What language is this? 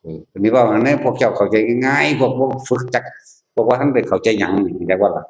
Northeastern Thai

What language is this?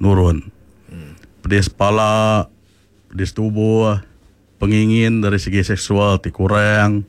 Iban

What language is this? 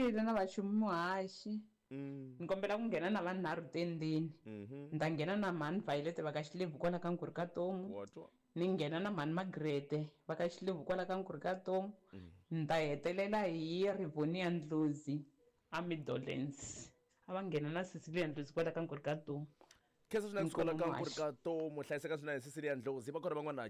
Tsonga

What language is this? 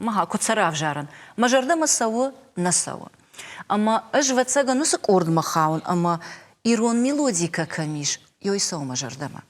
Ossetic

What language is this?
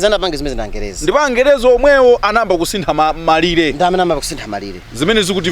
Nyanja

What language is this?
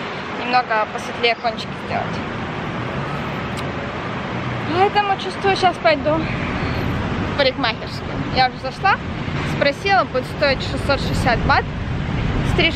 Russian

